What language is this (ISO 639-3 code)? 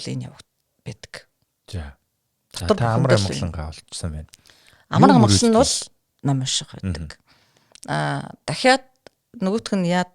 mon